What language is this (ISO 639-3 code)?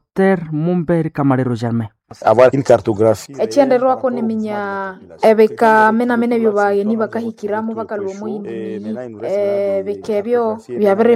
nnb